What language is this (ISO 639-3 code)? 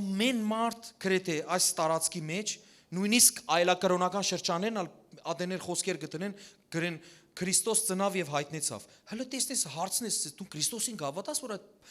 hyw